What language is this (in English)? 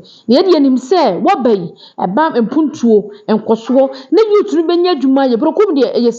Akan